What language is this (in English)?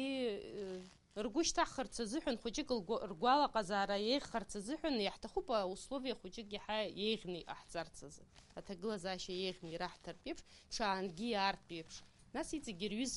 Abkhazian